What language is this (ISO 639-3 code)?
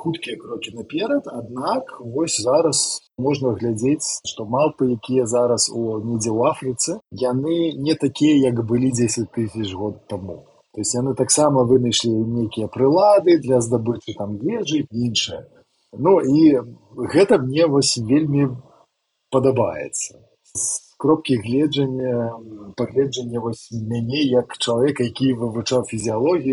bel